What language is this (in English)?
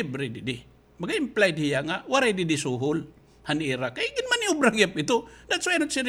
Waray